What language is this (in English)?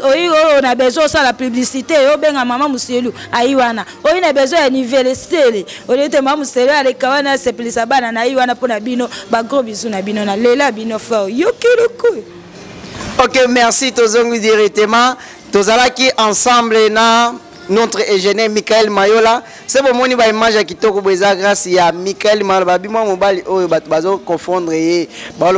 Lingala